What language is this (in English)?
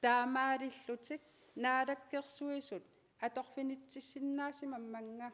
Kalaallisut